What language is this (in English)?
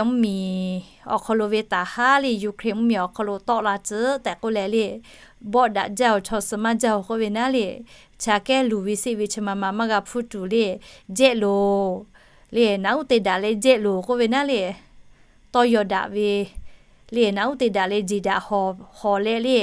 Lahu